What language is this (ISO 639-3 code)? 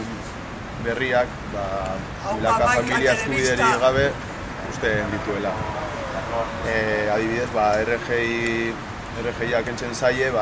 eus